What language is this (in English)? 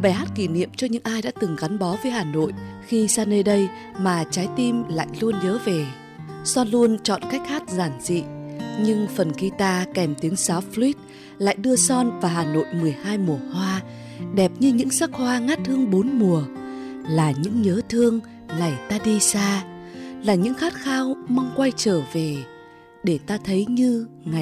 Vietnamese